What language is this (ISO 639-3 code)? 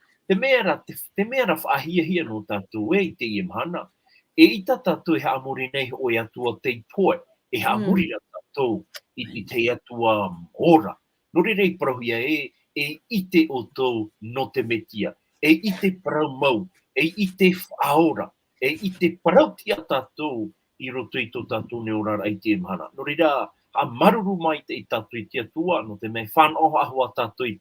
tah